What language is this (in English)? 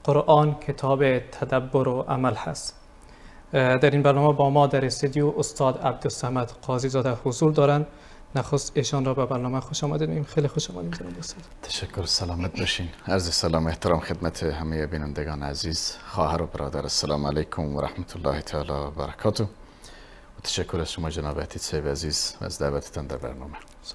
Persian